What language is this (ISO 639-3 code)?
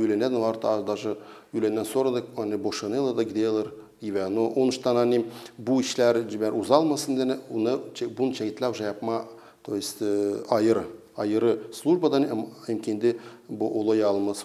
gag